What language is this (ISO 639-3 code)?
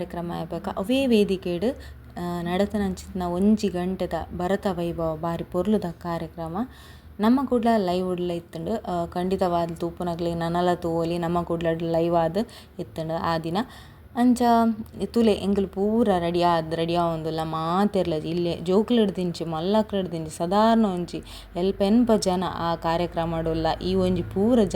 tcy